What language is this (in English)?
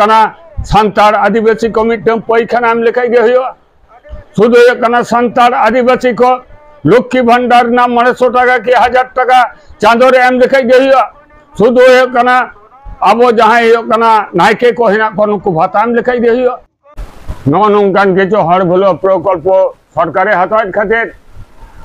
Santali